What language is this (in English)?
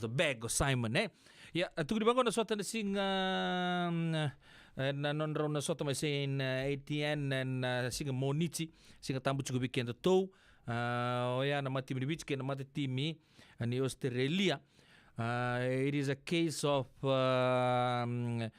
Fijian